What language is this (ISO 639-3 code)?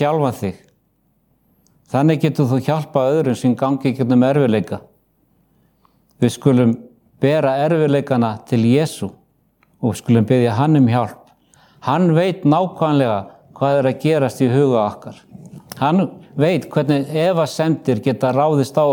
isl